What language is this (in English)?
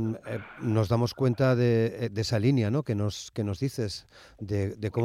Spanish